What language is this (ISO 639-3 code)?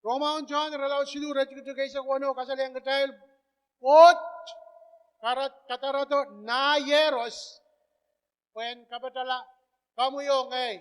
pon